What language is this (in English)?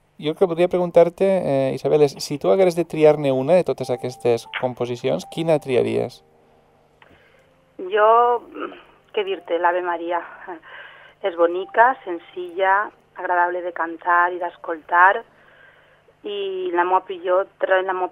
Catalan